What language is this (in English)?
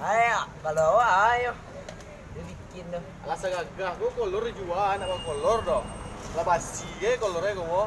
Minangkabau